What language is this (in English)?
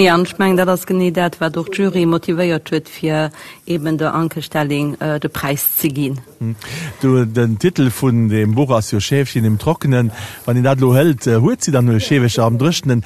Luxembourgish